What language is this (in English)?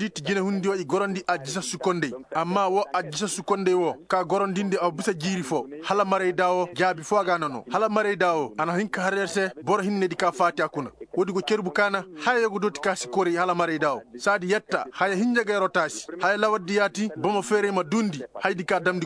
Koyraboro Senni